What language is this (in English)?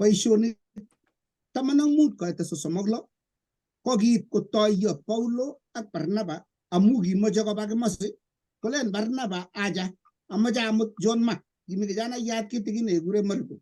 Kalenjin